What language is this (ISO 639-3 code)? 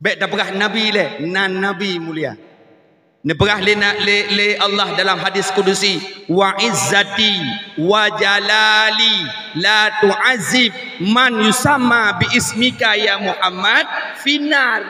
ace